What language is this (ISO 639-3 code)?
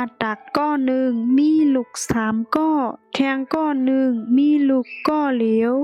shn